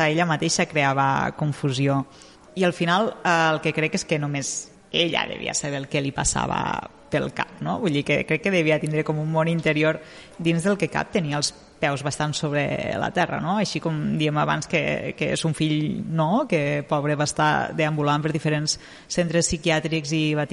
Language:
Catalan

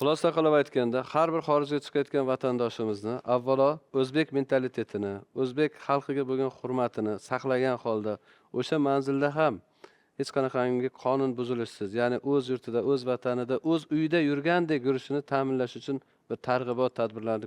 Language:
Uzbek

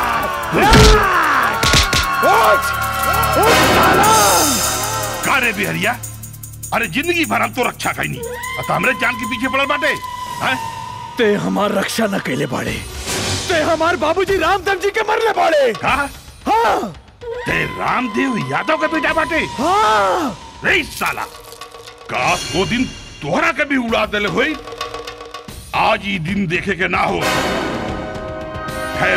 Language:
Bhojpuri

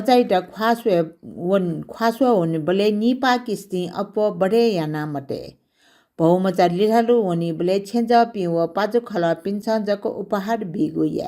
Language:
Newari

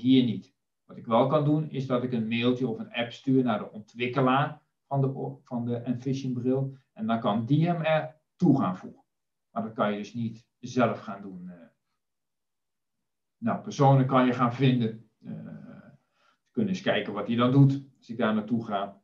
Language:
Dutch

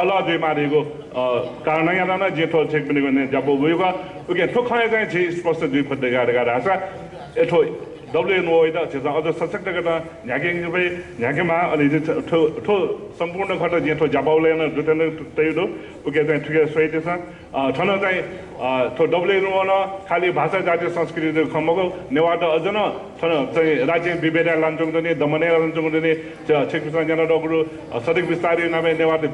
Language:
Newari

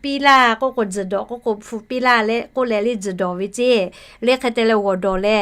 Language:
Lahu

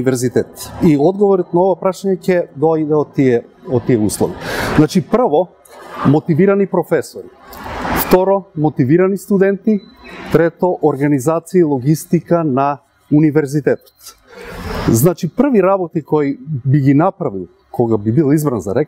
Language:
Macedonian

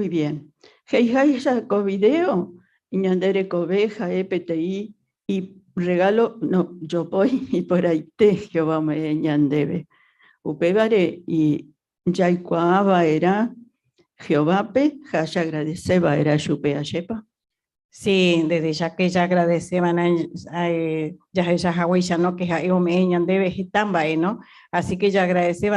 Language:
Guarani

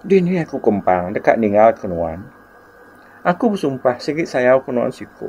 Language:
Iban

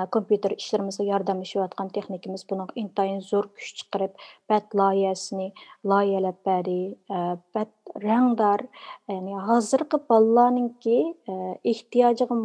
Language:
Uyghur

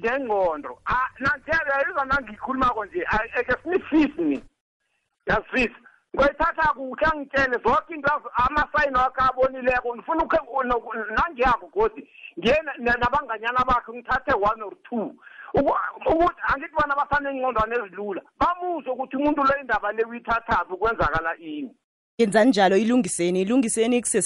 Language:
South Ndebele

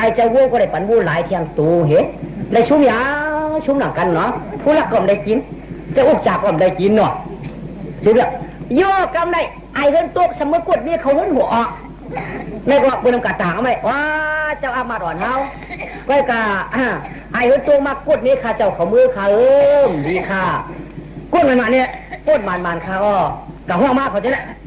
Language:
Shan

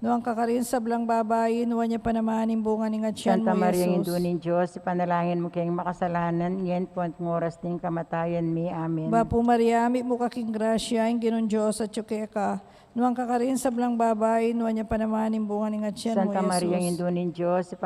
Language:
Pampanga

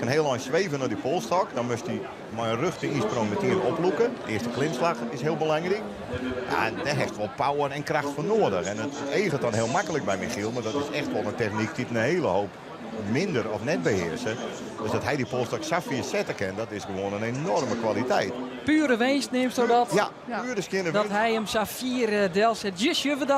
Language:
Western Frisian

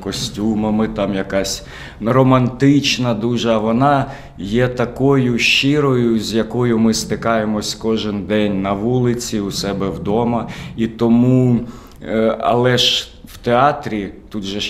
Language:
Ukrainian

